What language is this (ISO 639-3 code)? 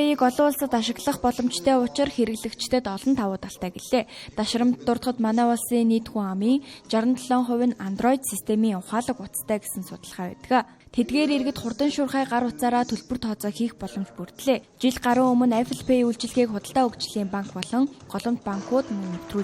mon